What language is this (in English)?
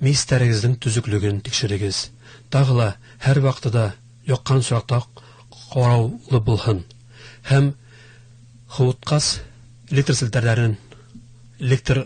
Bashkir